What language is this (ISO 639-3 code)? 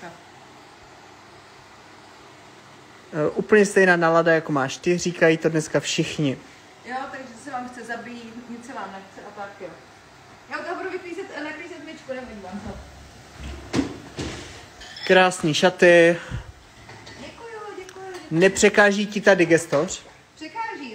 ces